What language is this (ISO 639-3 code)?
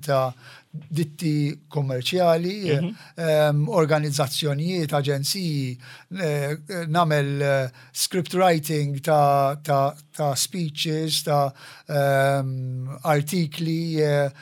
mlt